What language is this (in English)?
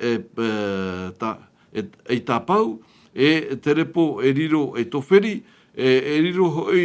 Tahitian